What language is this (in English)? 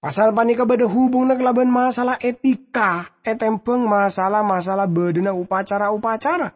Madurese